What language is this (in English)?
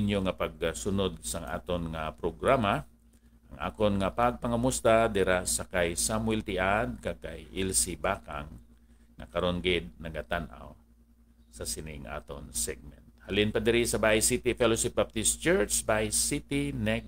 Hiligaynon